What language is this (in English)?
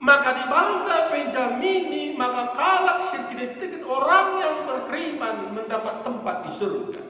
Batak Karo